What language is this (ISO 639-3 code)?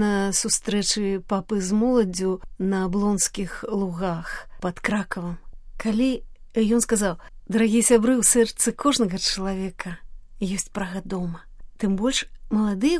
bel